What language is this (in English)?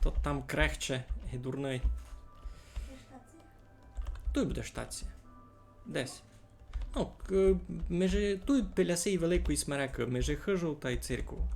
Rusyn